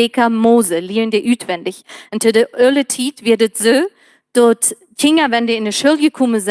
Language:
Plautdietsch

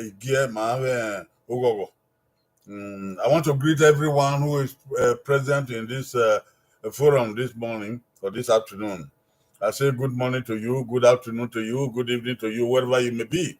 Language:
Bini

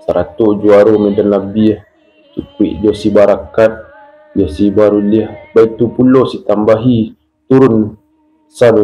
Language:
Minangkabau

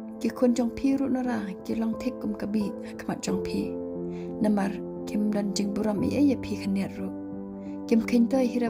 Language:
Khasi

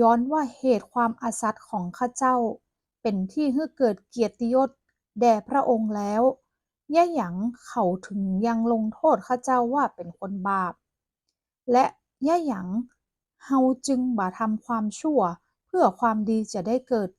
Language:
Northern Thai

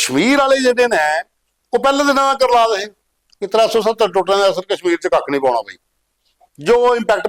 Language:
Dogri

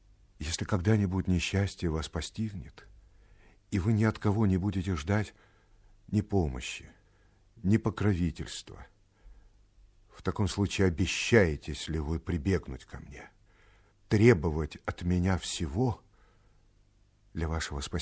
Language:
Russian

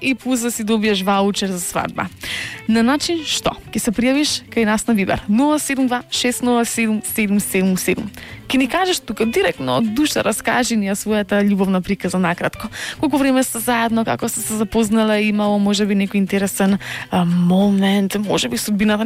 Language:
Macedonian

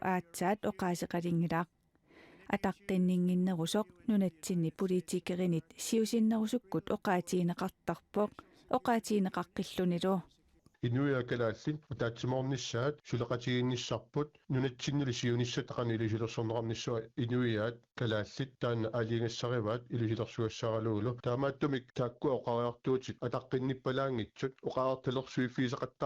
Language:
Kalaallisut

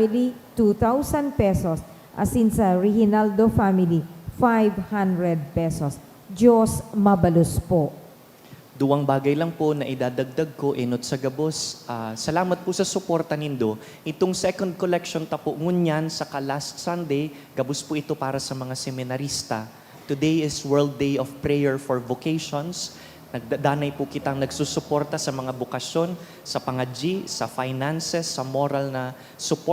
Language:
Bikol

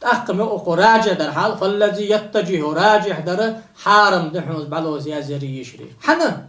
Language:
Ingush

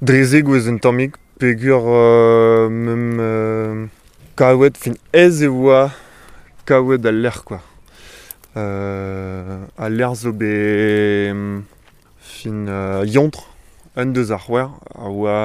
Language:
Breton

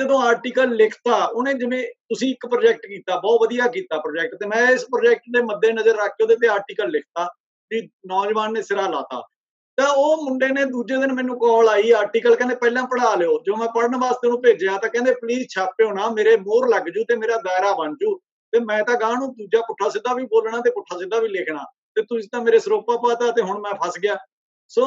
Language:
Punjabi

